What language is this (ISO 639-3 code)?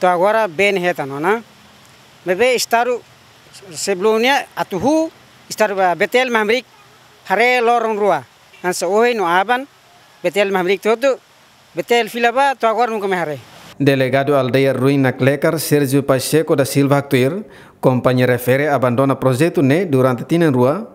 tet